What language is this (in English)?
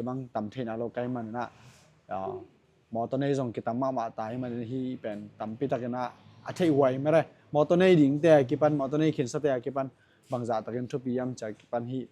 Tedim Chin